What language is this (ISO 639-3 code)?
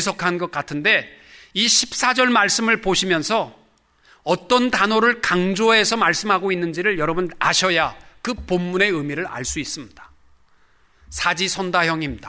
kor